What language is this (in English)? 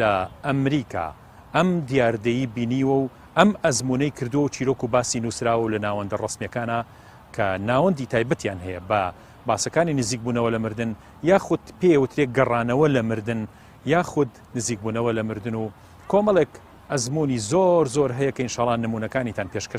Central Kurdish